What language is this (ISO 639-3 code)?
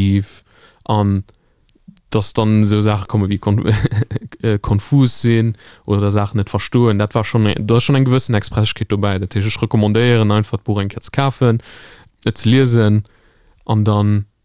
ltz